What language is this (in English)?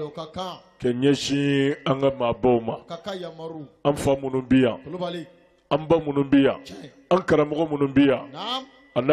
Bambara